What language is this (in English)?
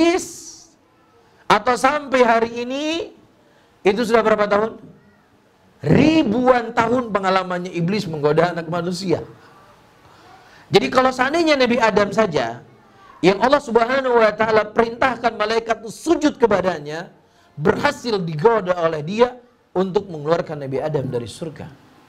Indonesian